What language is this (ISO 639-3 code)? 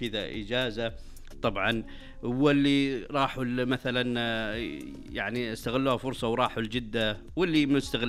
ars